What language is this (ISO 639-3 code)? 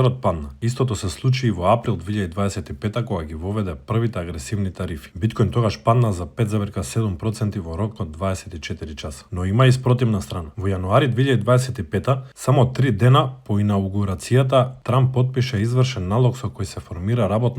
mkd